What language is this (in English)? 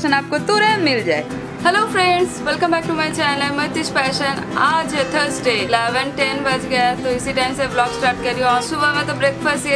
Hindi